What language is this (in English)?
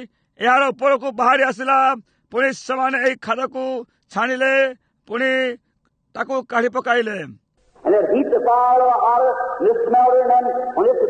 Odia